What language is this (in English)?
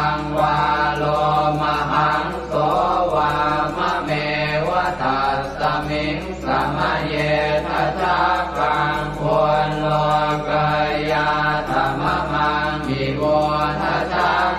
Pali